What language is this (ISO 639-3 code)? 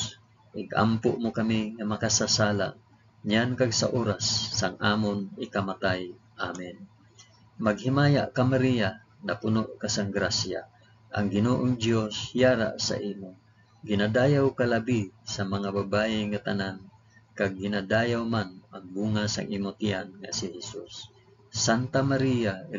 hil